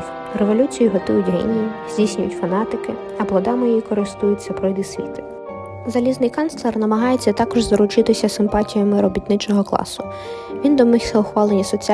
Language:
Ukrainian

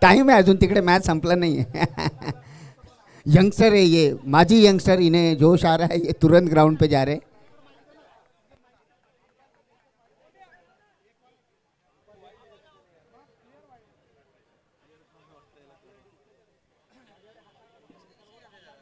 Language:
Marathi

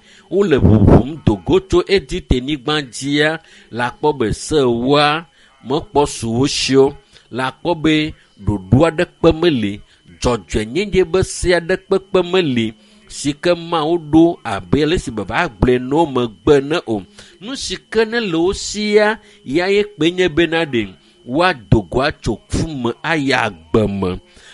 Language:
Ewe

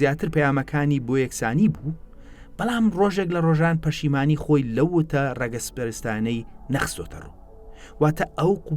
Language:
Central Kurdish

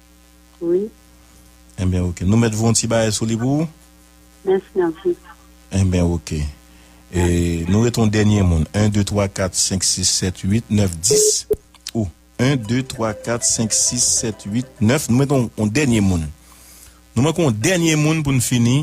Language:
Haitian Creole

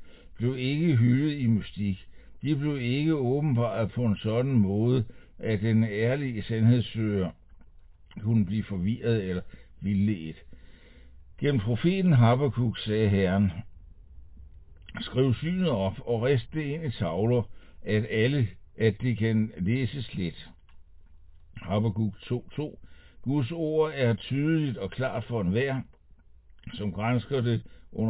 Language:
Danish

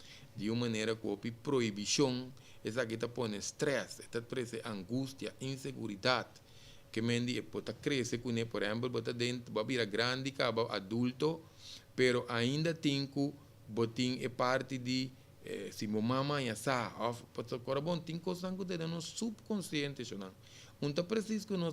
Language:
Papiamento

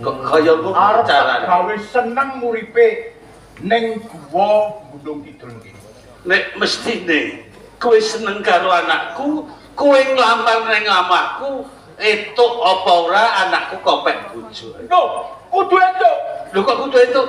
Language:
Javanese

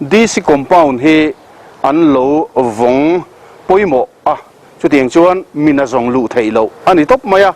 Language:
Mizo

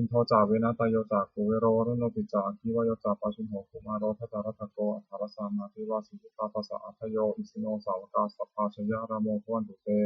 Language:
Pali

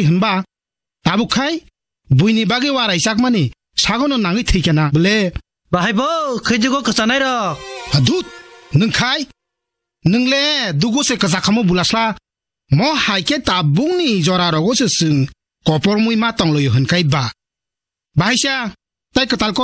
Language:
Kok Borok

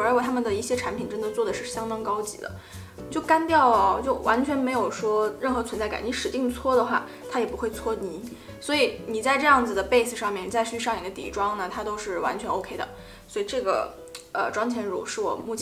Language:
Chinese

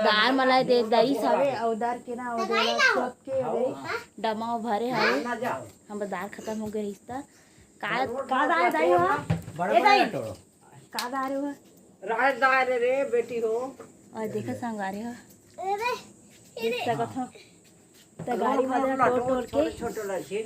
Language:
Chhattisgarhi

